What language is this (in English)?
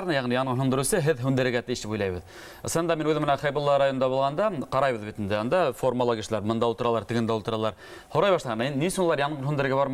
Bashkir